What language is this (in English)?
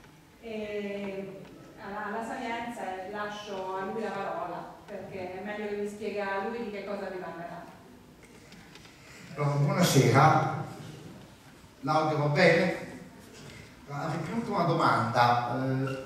Italian